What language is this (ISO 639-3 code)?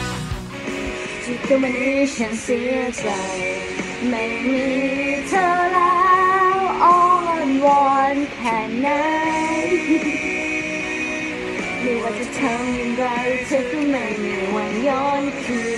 tha